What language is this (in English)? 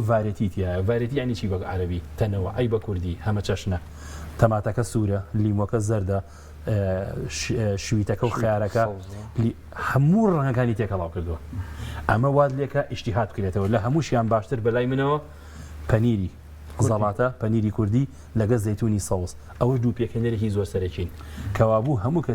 Central Kurdish